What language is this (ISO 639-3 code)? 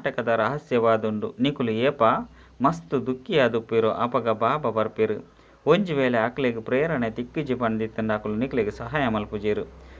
tcy